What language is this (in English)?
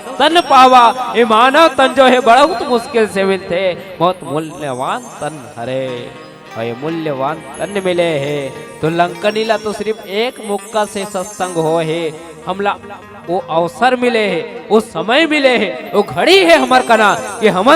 Chhattisgarhi